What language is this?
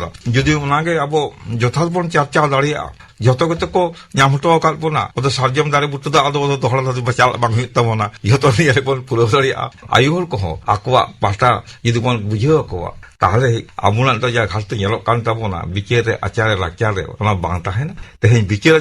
Santali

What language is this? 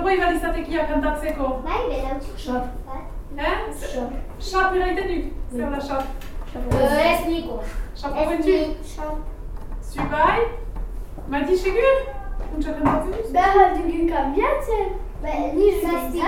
Basque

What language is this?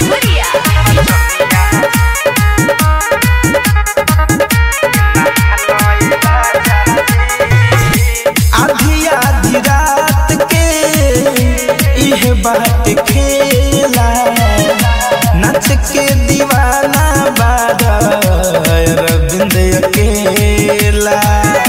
Bhojpuri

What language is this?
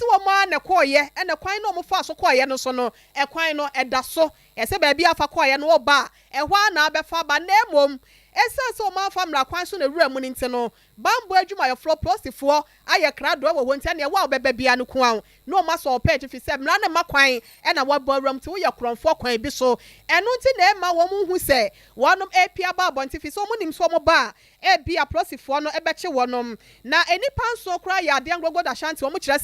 Akan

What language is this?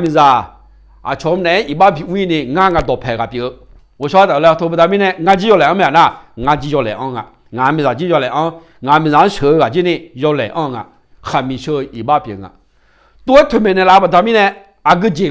Akha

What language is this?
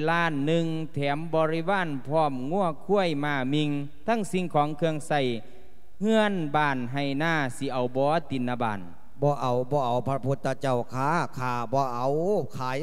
Lao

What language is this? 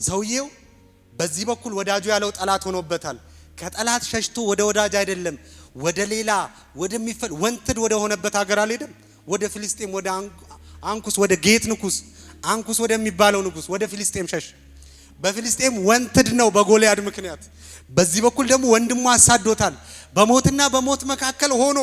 Amharic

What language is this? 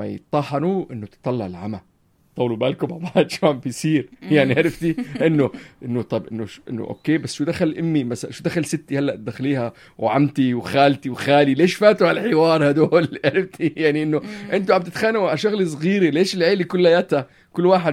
North Levantine Arabic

